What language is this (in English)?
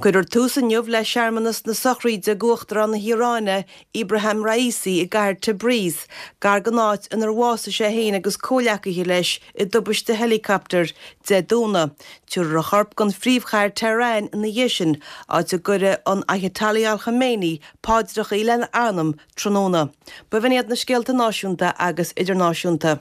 Irish